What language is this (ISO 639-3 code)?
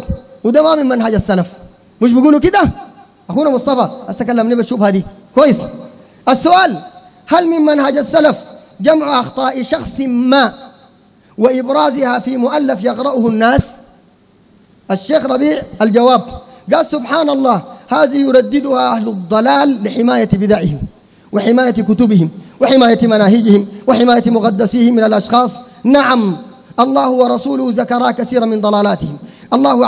apd